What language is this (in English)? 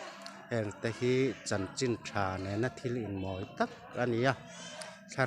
Mizo